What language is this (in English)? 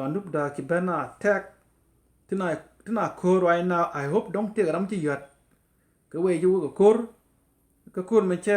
Nuer